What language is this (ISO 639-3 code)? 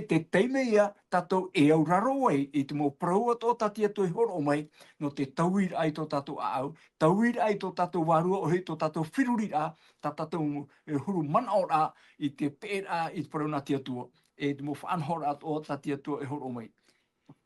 tah